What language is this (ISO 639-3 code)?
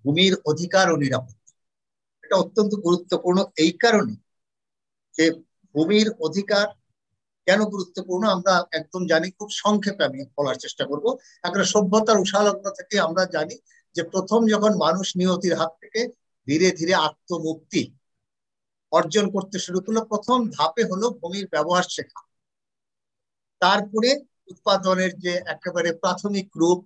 ben